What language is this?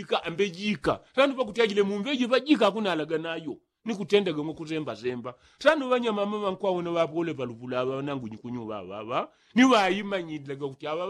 Yao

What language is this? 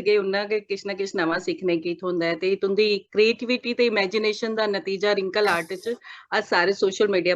Dogri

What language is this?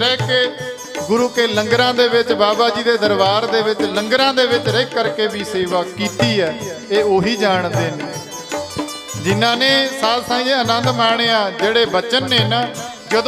Punjabi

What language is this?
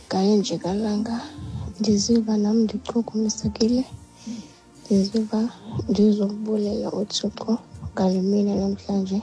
Xhosa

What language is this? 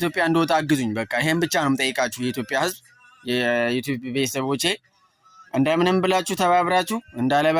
Amharic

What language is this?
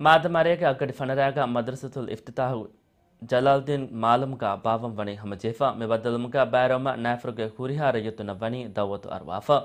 Divehi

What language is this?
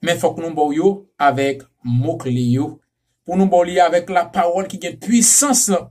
Haitian Creole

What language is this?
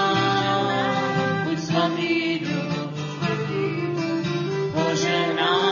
Czech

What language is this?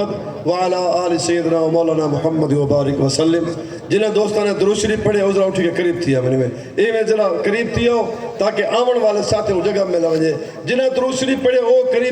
Saraiki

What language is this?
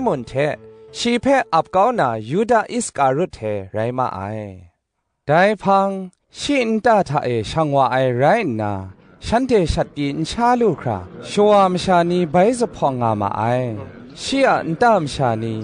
Kachin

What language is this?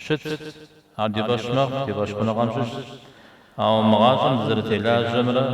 Kabardian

